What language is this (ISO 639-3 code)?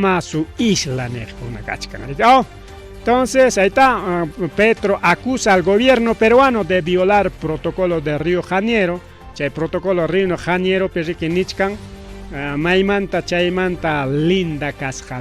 quy